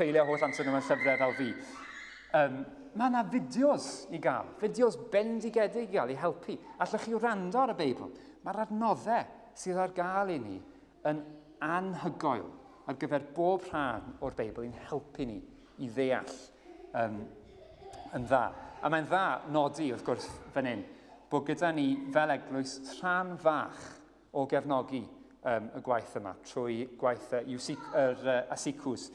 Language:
Welsh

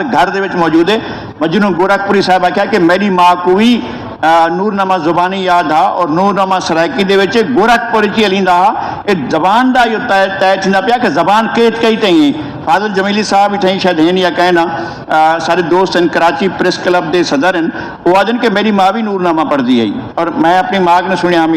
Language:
Saraiki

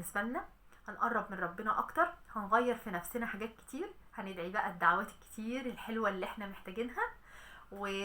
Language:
Egyptian Arabic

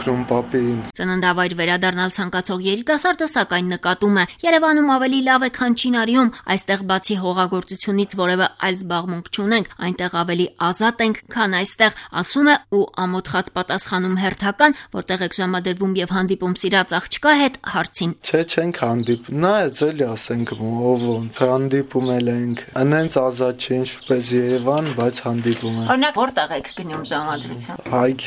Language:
Armenian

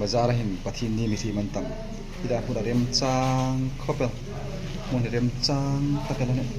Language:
Hmar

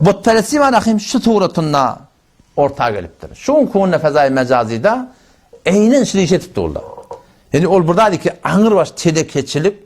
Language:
Turkmen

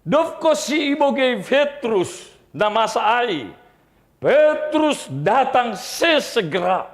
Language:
Batak Simalungun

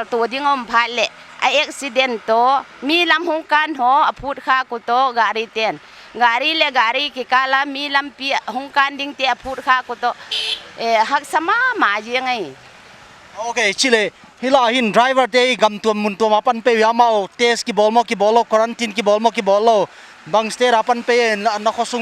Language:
Paite Chin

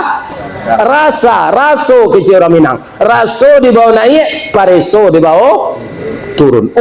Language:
Minangkabau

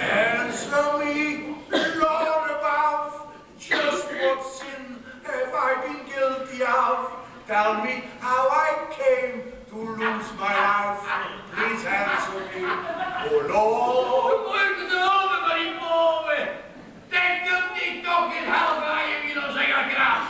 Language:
Limburgish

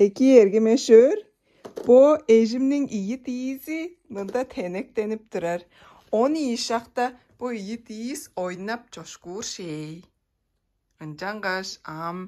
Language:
Tuvinian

